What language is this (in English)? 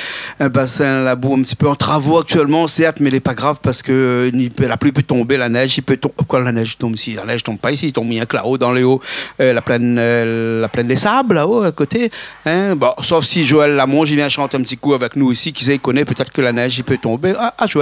Réunion Creole French